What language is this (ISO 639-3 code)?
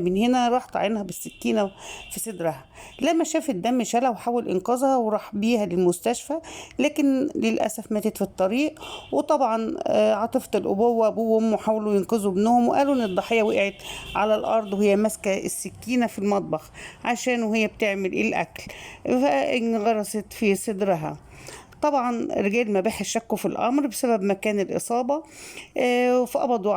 arz